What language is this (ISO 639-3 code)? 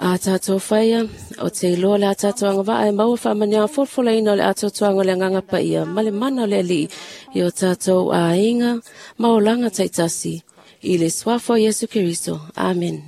smo